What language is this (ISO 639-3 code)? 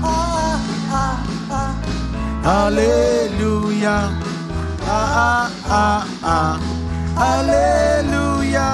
mah